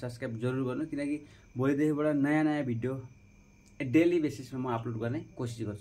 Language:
Nepali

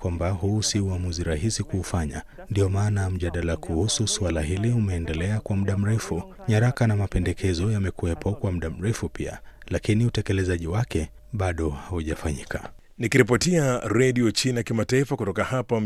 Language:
Swahili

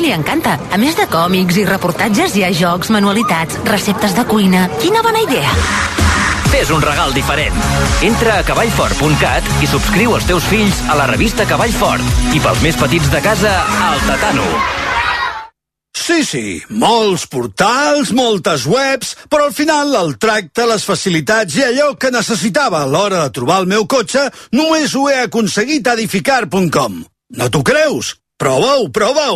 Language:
Catalan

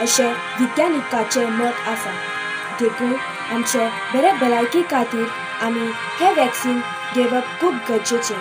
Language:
Konkani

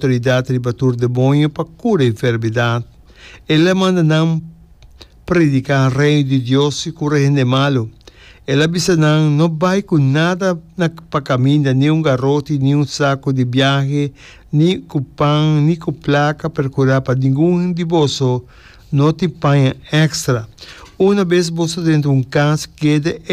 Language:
Papiamento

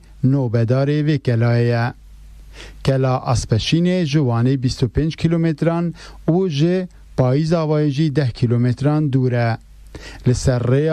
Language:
Kurdish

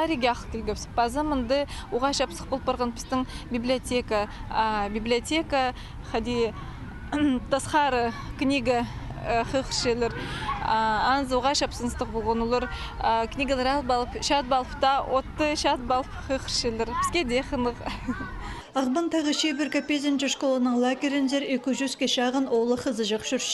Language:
Khakas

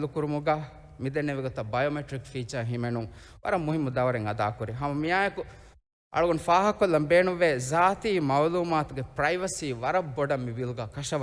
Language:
Divehi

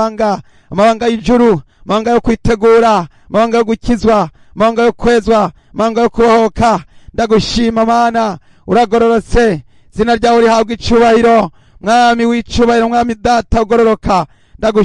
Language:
Rundi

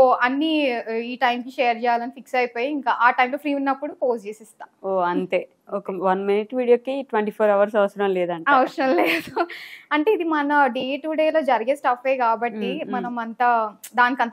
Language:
Telugu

